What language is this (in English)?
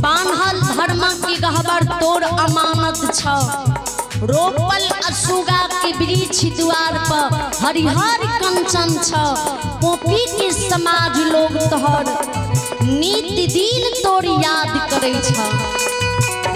Maithili